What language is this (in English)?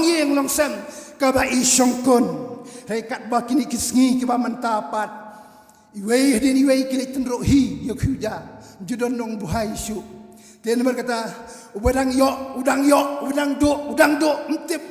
Khasi